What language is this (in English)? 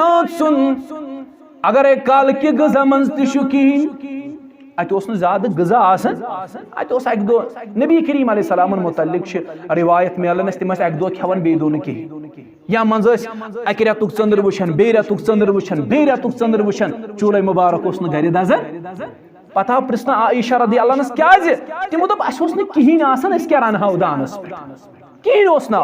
Kashmiri